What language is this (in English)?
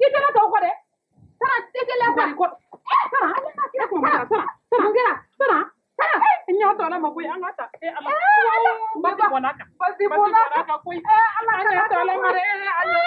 Bambara